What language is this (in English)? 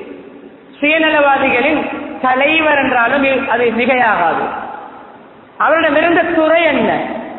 Tamil